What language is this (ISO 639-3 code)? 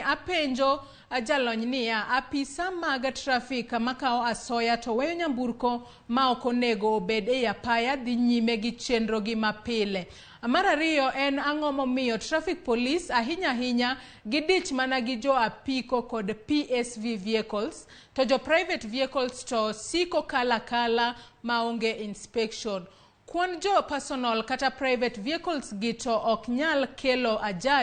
luo